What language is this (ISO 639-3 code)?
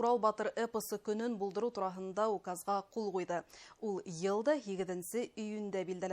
bak